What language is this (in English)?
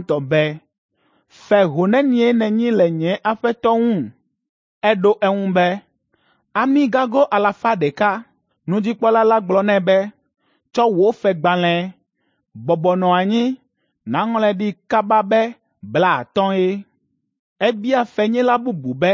Ewe